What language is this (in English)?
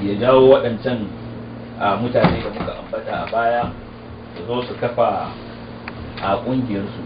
Hausa